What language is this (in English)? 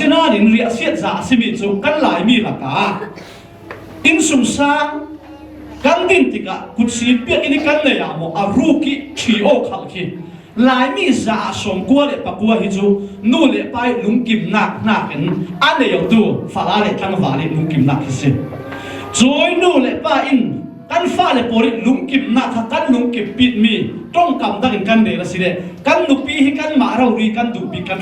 Falam Chin